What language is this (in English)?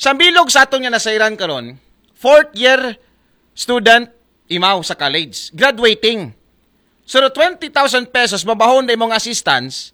Aklanon